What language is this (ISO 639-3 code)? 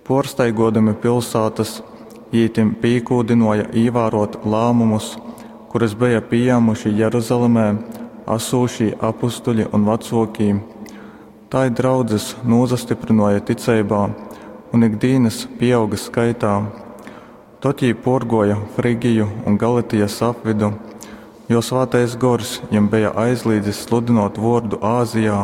ltg